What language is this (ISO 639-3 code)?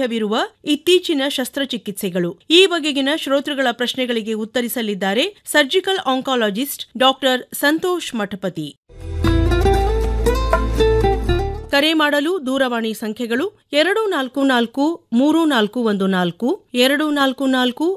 kan